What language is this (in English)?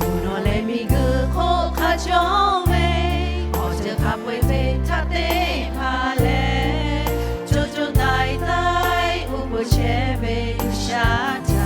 Lahu